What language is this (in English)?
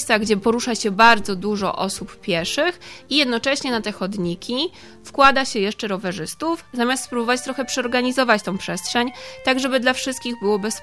Polish